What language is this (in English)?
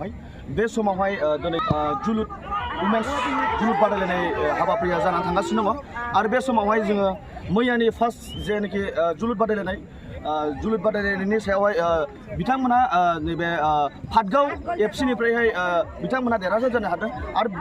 Bodo